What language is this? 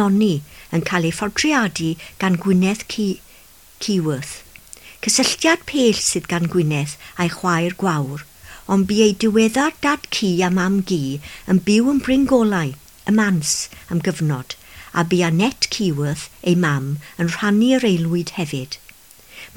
Welsh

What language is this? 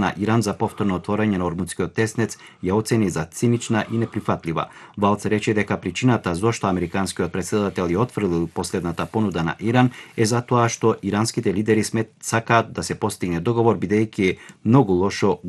Macedonian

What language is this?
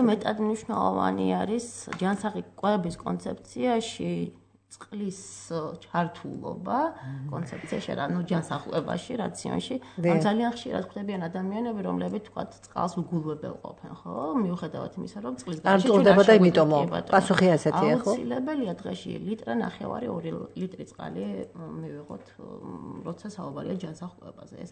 Georgian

